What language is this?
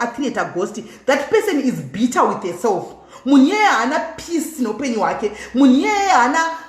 Shona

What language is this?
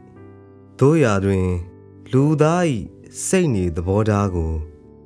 Burmese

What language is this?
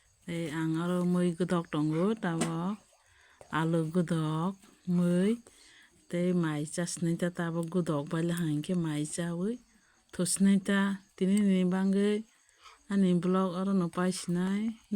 Kok Borok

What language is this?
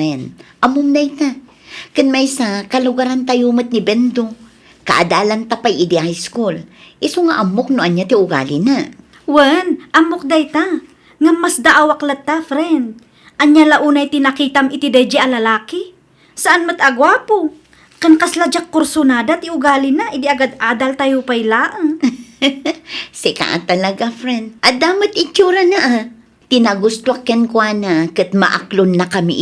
Iloko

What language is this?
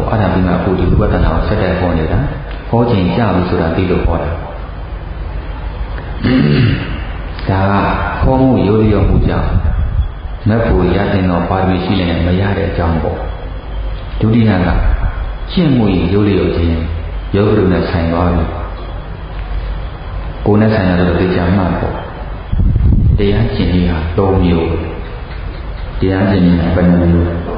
Burmese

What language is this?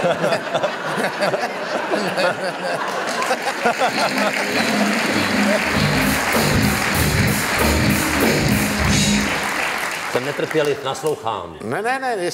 Czech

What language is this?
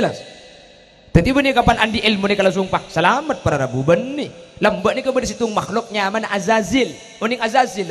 Madurese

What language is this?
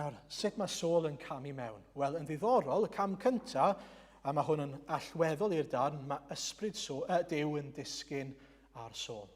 Welsh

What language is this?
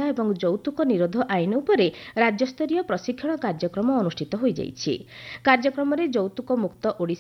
Odia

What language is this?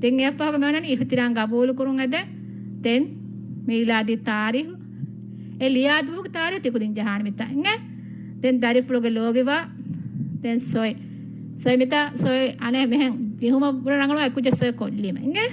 Divehi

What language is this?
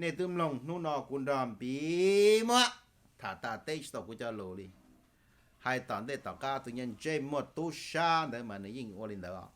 Hmong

